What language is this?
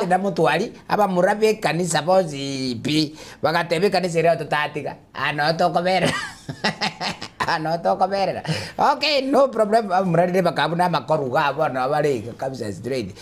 Gusii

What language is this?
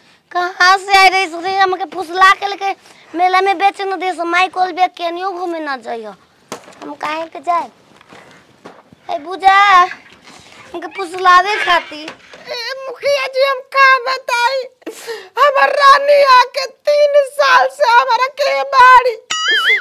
Bhojpuri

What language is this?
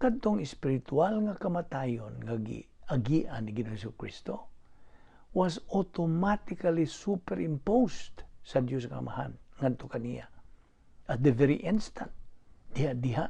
Cebuano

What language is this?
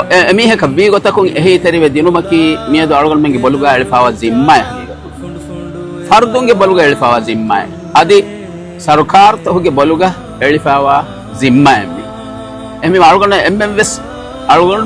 Divehi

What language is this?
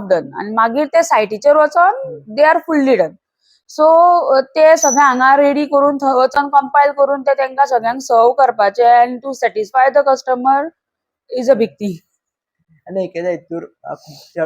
Konkani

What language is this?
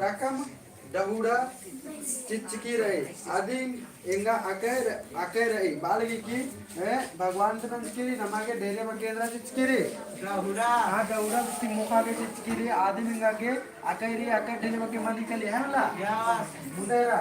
Kurukh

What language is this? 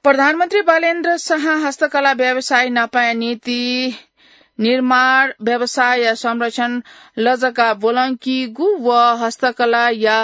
Newari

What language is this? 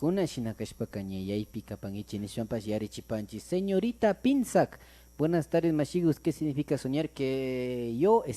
Imbabura Highland Quichua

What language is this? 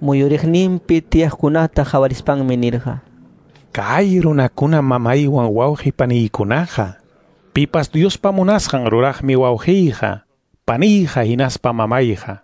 Quechua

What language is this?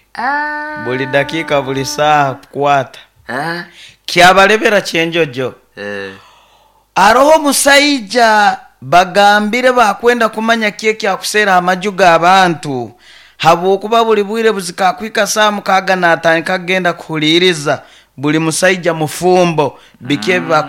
Nyoro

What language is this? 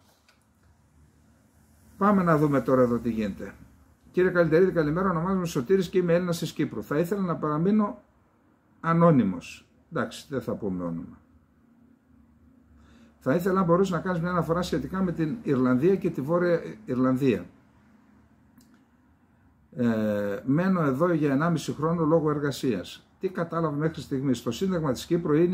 Greek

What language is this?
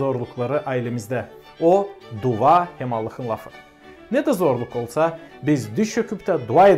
Gagauz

